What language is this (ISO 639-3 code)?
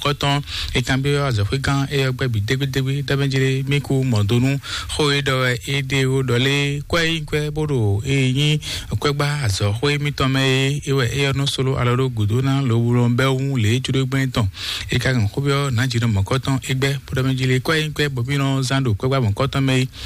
fon